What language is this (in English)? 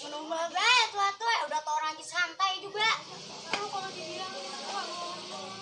Betawi